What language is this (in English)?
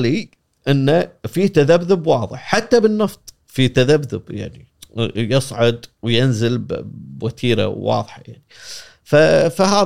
Gulf Arabic